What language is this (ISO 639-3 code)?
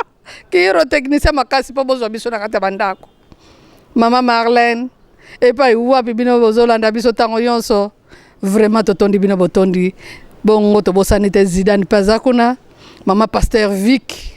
lin